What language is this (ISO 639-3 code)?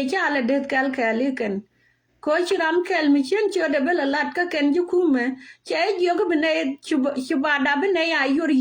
nus